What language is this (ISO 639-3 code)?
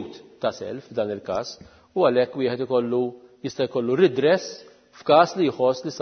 mlt